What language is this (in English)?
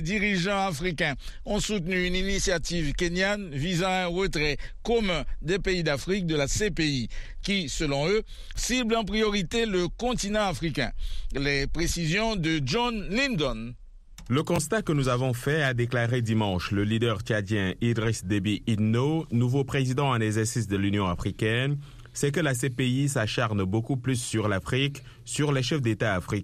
French